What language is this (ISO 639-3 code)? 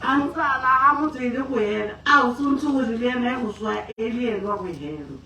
tsn